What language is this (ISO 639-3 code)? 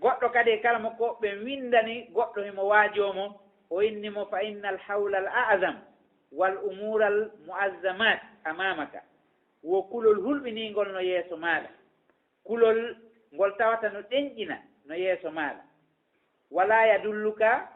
ful